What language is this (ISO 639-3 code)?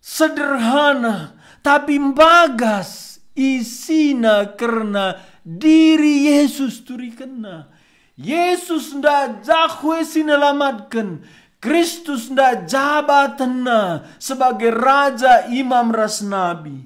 btx